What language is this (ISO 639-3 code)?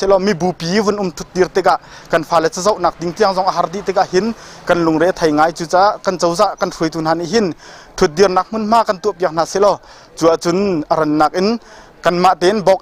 cnh